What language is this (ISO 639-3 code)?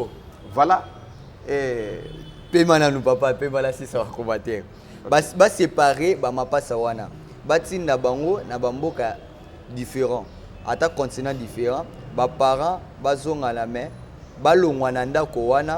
lin